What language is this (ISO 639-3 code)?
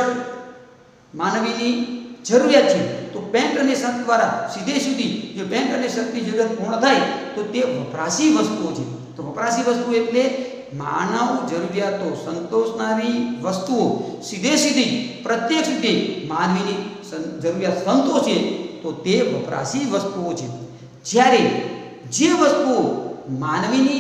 guj